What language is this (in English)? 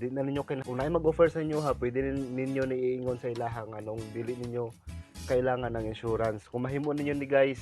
Cebuano